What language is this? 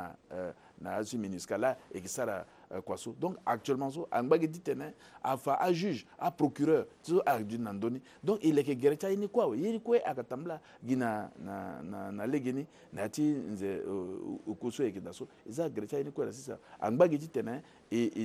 Sango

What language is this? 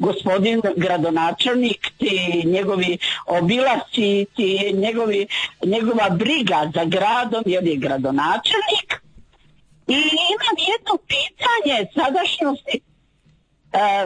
Croatian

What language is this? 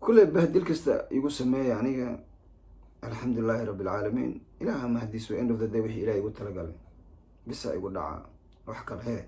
Somali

